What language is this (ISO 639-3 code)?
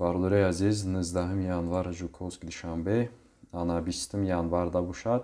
tgk